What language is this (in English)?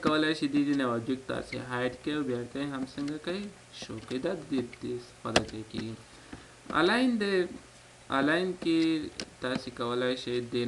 Pashto